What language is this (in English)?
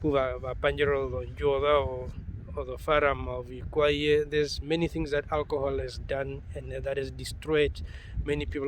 Herero